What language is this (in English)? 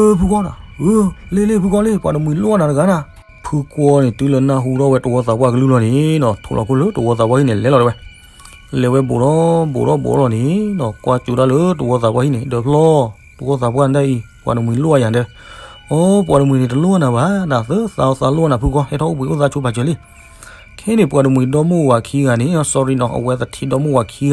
S'gaw Karen